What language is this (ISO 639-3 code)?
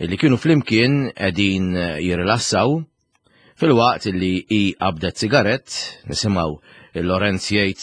mlt